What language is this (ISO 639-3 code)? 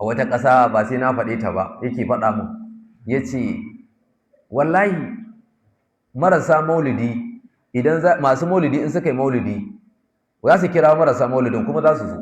hau